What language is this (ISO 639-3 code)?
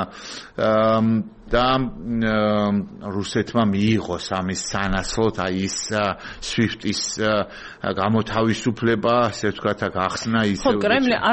kat